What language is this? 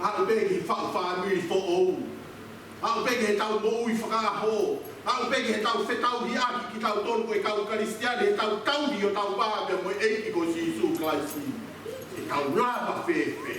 Tongan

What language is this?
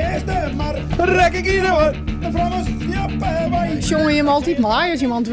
Western Frisian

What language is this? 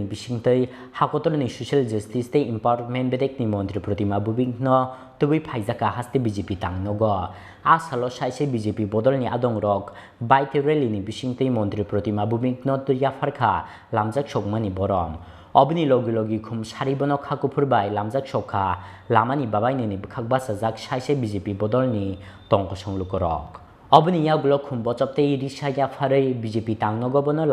Kok Borok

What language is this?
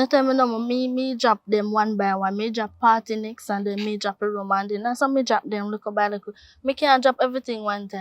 Jamaican Creole English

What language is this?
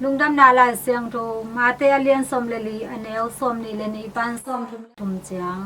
Tedim Chin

